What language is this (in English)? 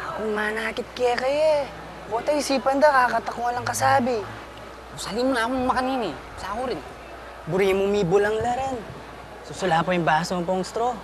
Pampanga